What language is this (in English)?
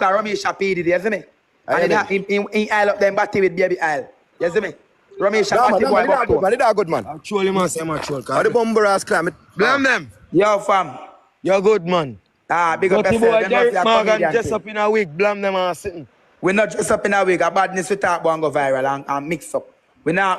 Jamaican Creole English